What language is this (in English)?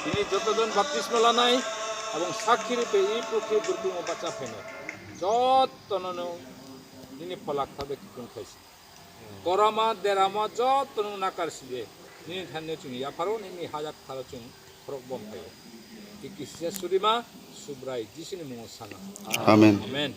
Kok Borok